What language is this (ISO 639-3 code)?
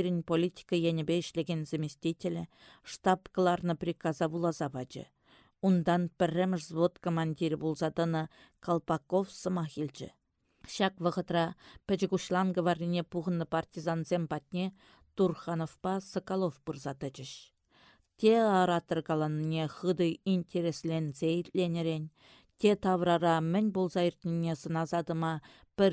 chv